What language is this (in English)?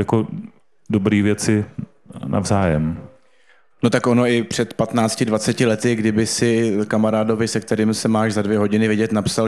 Czech